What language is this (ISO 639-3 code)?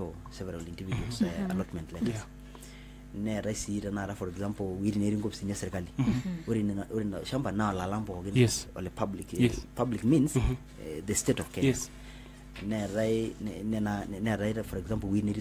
mas